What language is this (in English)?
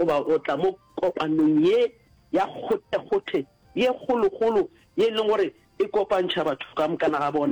Northern Sotho